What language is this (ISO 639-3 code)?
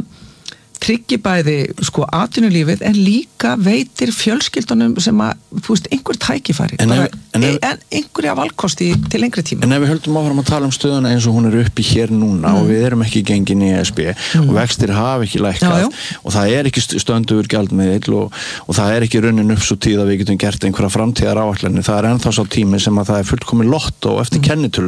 isl